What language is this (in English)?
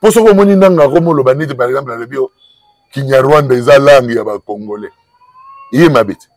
Lingala